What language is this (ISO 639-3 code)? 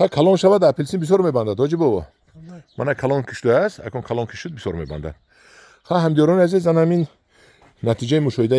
tgk